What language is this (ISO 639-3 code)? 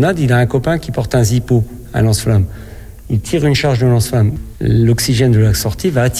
fra